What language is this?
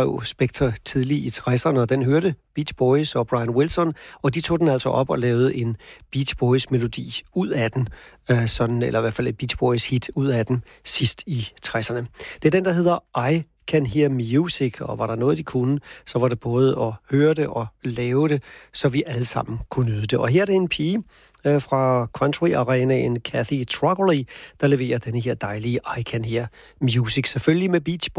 Danish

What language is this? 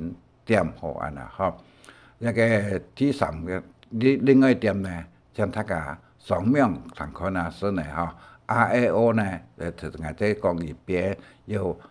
Hakka Chinese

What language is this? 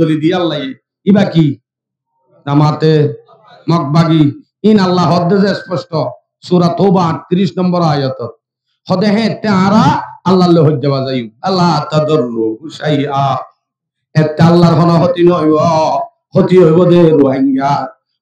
Rohingya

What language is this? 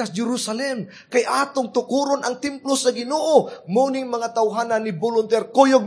Cebuano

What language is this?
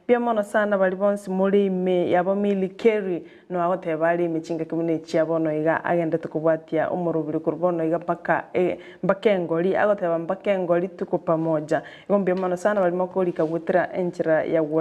Gusii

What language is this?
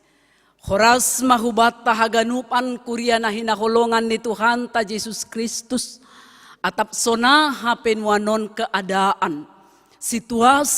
Batak Simalungun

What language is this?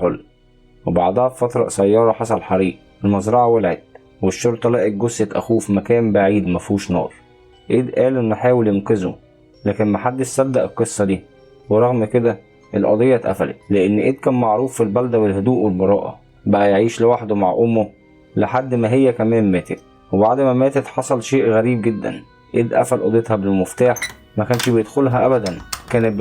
Egyptian Arabic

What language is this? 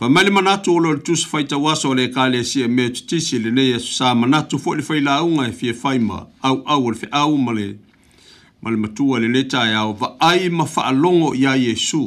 Samoan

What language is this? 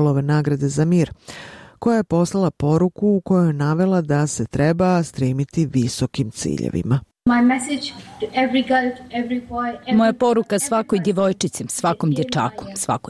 Bosnian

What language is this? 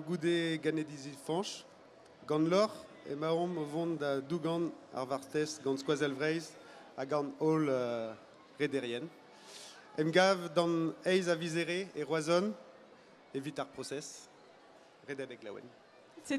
Breton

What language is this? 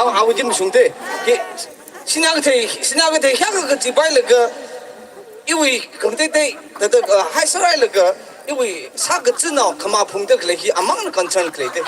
Tangkhul Naga (India)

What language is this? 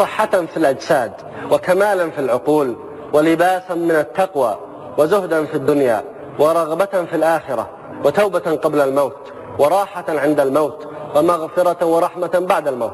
Arabic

